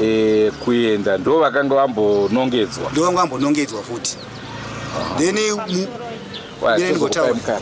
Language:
Shona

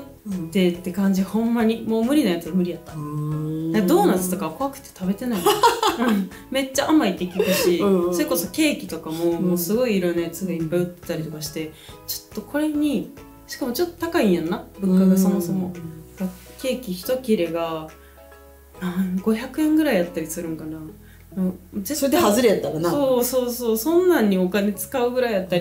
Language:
Japanese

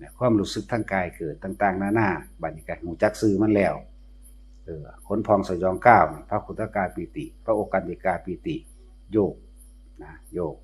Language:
Northeastern Thai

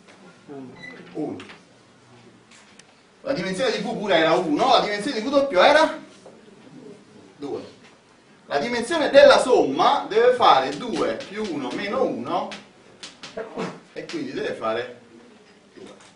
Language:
Italian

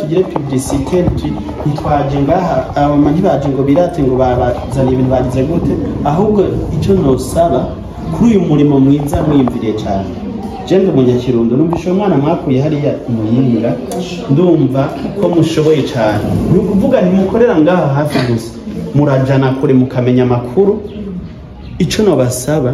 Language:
Rundi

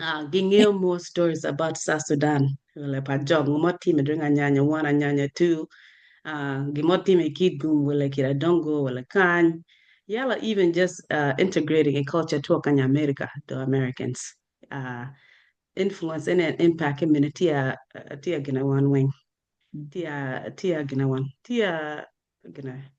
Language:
Acoli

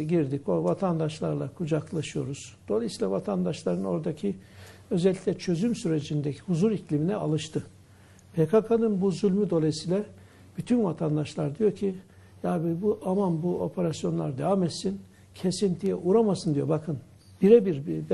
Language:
Turkish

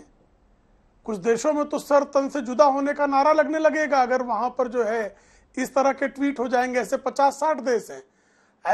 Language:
Hindi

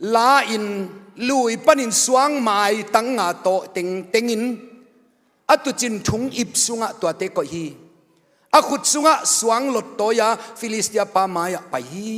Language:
Tedim Chin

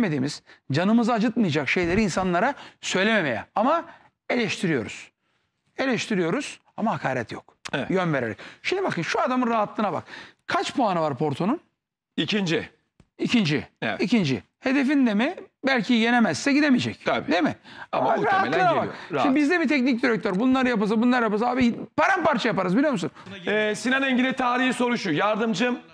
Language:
Turkish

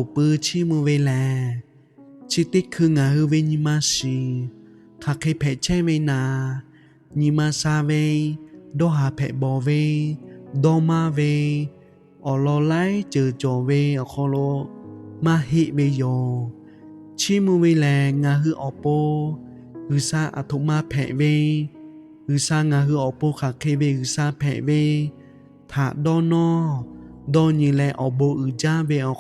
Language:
Lahu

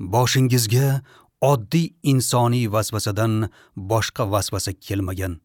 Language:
Uzbek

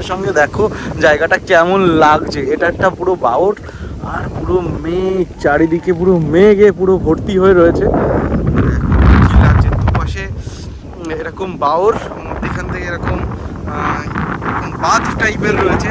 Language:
Bangla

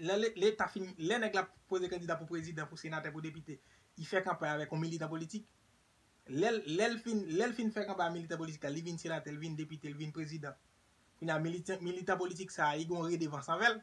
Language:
Haitian Creole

